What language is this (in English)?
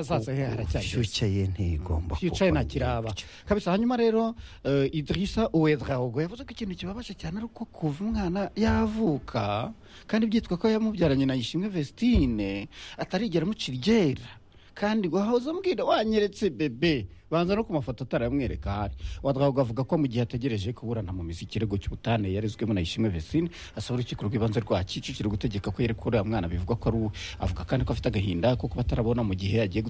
Kinyarwanda